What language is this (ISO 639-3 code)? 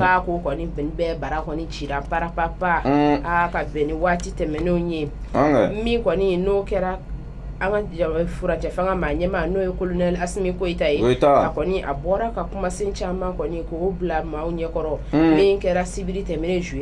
bam